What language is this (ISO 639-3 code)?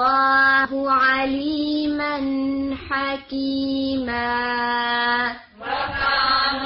urd